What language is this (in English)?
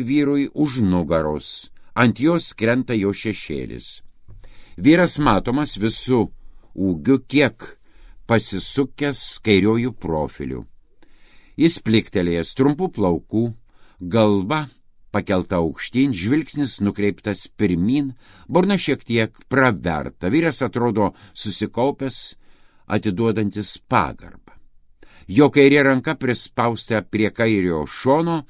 Lithuanian